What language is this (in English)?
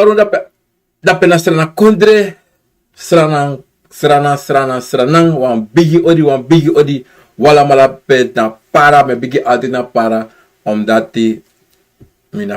Sranan Tongo